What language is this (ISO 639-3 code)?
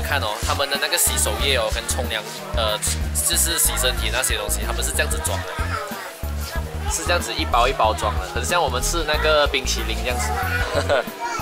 zho